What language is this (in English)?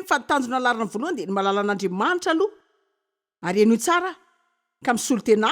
Malagasy